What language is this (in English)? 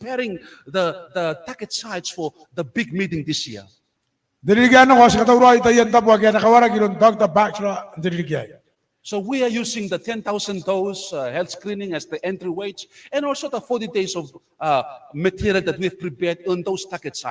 Gilbertese